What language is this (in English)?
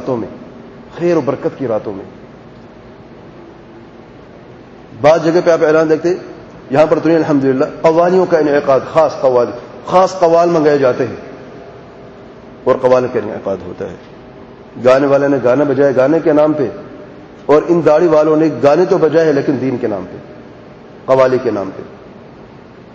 Urdu